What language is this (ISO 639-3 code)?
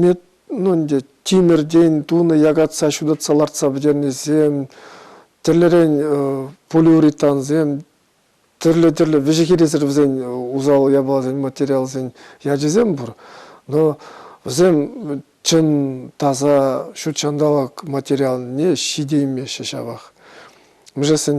chv